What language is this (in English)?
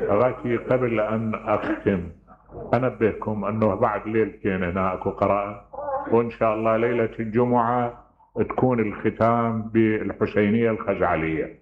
Mesopotamian Arabic